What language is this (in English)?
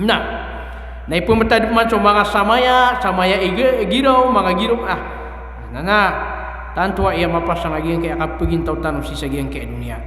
Maranao